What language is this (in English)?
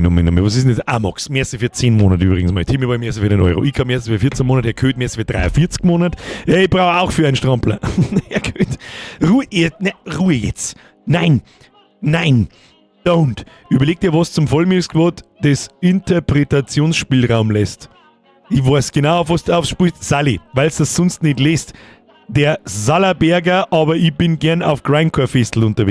Bavarian